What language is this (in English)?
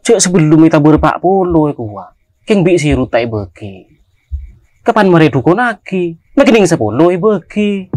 Madurese